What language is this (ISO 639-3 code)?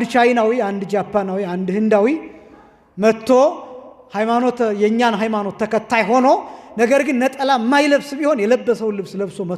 amh